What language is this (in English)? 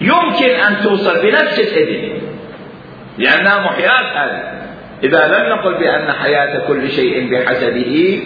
Mesopotamian Arabic